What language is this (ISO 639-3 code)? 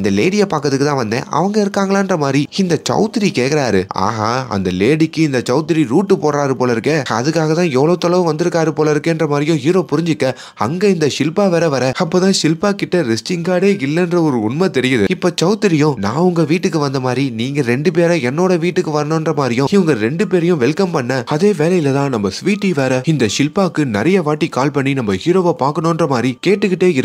tam